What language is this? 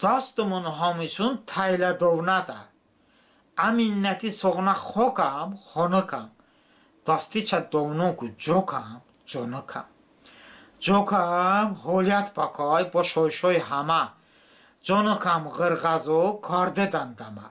Talysh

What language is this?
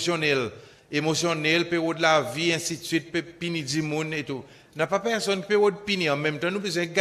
Seselwa Creole French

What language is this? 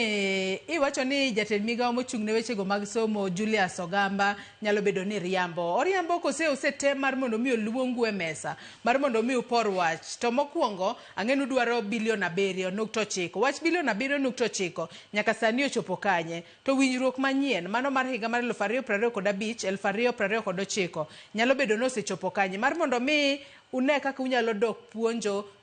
Luo (Kenya and Tanzania)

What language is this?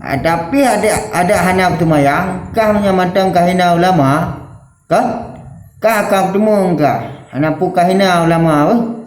Achinese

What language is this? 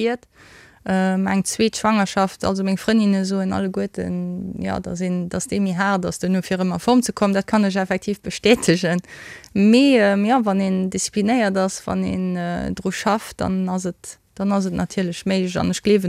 Luxembourgish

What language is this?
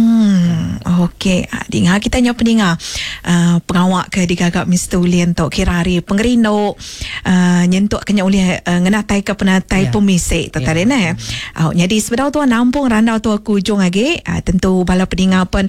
Iban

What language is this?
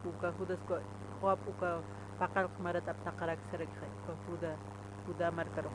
Aymara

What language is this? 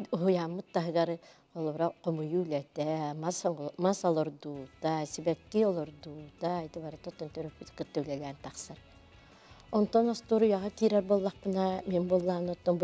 Yakut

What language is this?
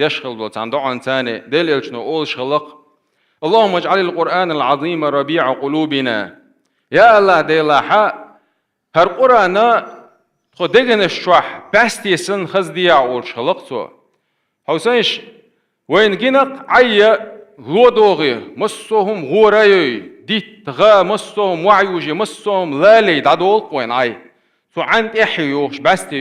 Chechen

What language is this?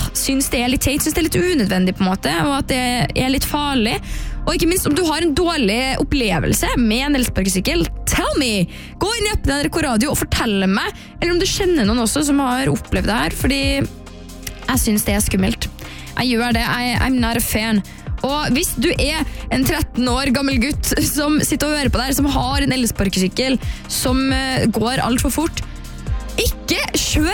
Norwegian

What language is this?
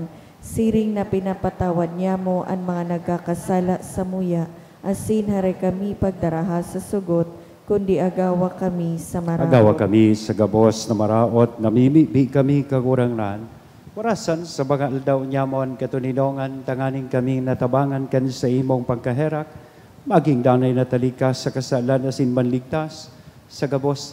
Bikol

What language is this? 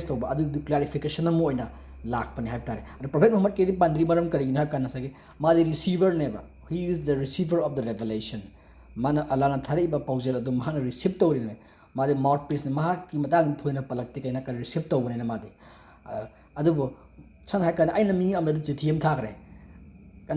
Manipuri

